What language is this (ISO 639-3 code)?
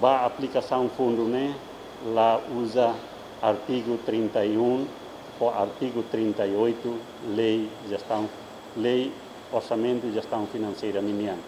tet